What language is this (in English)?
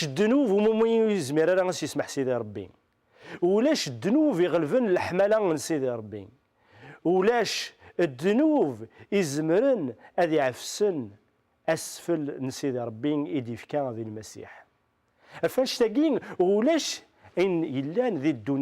Kabyle